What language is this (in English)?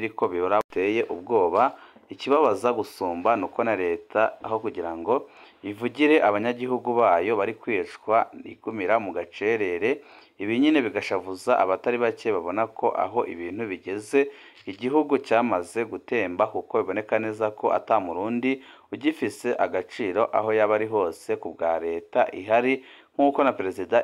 Rundi